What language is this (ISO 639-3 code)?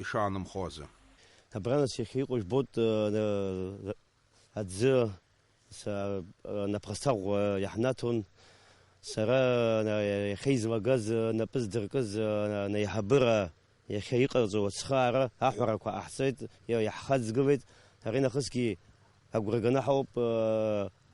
abk